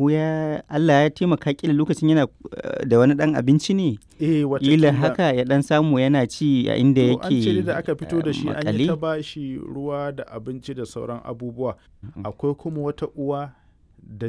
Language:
Hausa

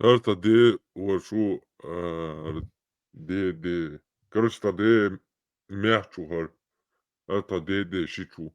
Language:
Chechen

